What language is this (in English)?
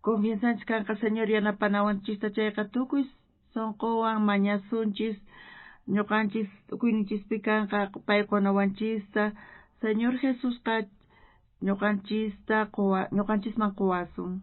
South Bolivian Quechua